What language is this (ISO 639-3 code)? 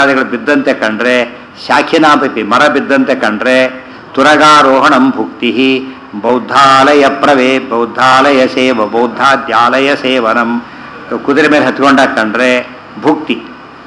kan